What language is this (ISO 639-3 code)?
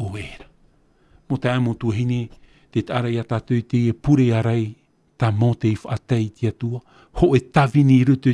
tah